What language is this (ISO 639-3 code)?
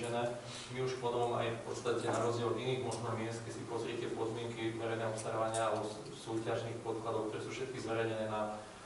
slk